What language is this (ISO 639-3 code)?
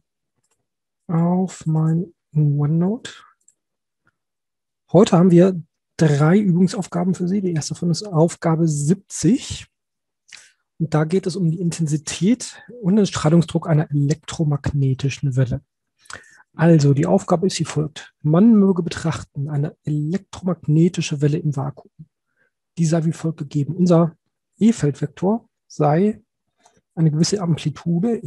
deu